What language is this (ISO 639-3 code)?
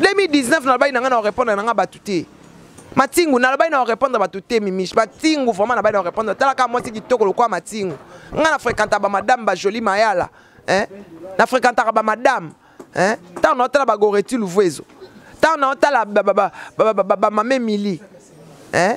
lin